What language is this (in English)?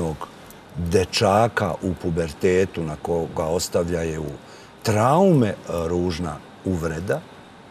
Serbian